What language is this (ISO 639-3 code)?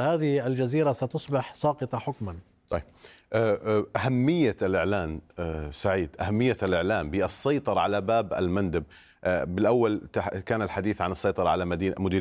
ara